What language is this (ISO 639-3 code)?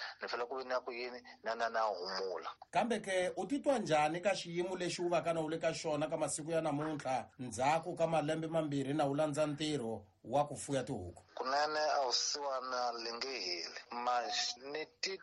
tso